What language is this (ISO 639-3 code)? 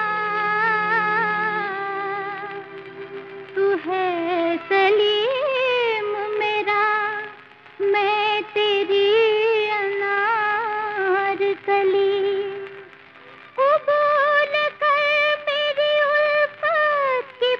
hin